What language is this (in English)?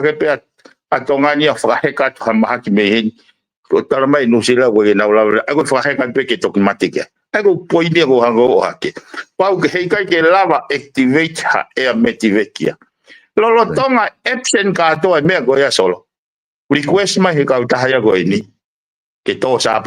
Tongan